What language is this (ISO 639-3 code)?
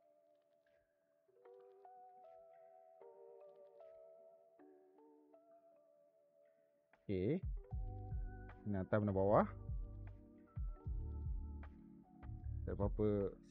msa